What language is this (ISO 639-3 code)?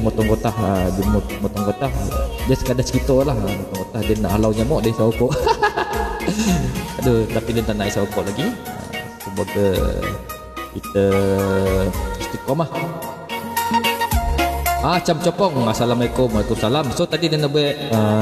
msa